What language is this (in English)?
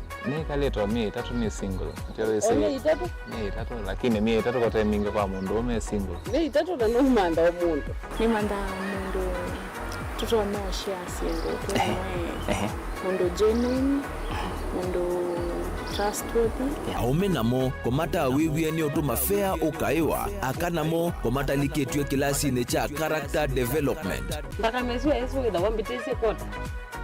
Kamba